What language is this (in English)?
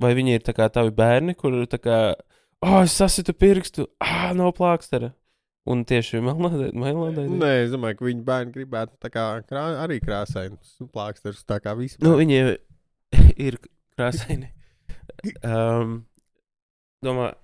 Latvian